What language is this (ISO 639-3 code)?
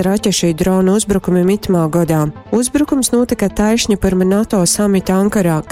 ltg